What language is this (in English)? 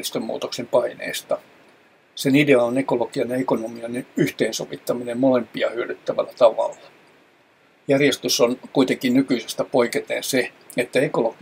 Finnish